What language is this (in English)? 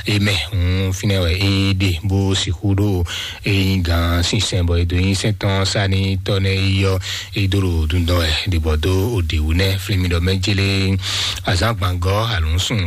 Fon